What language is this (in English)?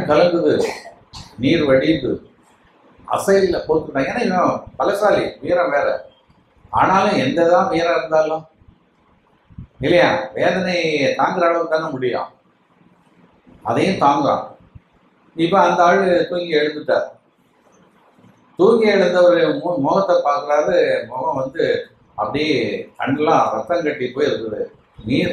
Tamil